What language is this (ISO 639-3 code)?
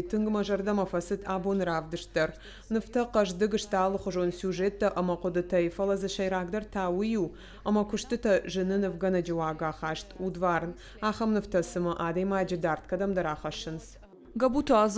oss